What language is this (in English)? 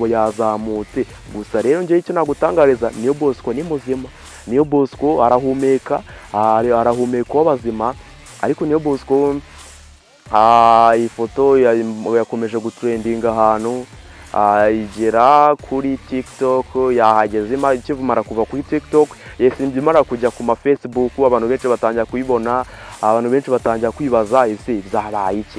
Kinyarwanda